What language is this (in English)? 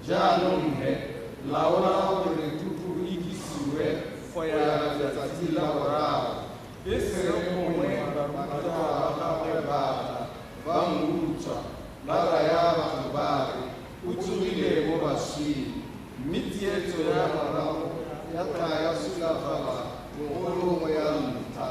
Tswana